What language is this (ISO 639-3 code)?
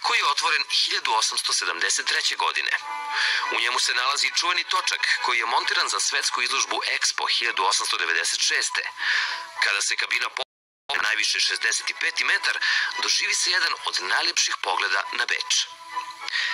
srp